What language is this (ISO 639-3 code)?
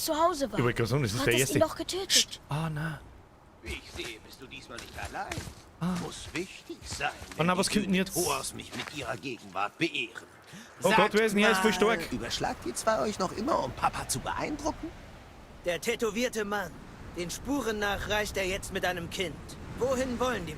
bar